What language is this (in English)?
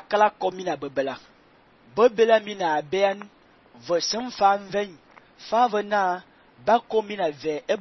Fang